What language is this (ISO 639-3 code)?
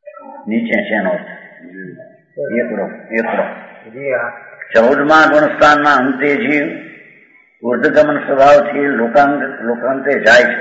guj